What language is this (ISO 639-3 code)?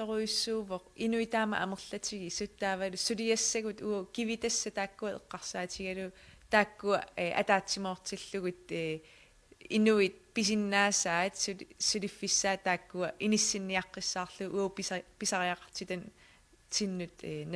kal